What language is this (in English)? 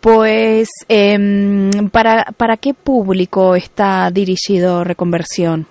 Galician